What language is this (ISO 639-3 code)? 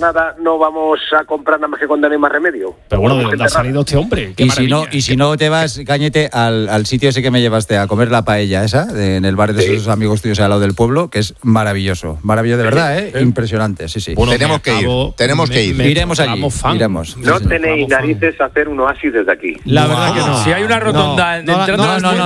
spa